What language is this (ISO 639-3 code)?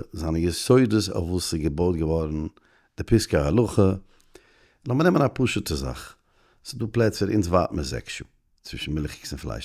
yid